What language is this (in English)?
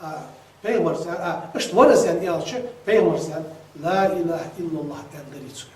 Ingush